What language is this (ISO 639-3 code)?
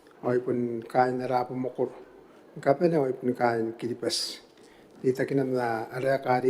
gil